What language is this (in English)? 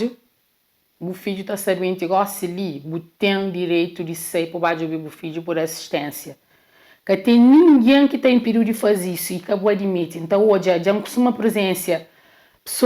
Kabuverdianu